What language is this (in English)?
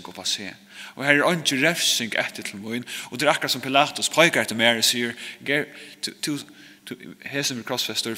Faroese